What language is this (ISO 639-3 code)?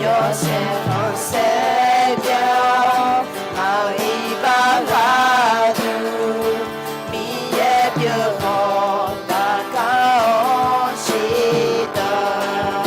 ahk